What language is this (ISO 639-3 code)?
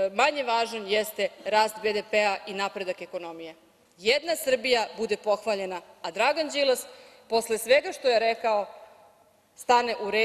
srp